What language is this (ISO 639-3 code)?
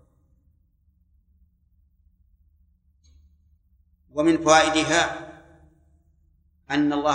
ara